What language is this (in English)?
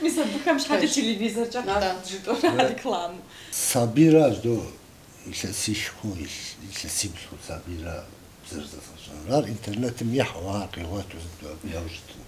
Kabardian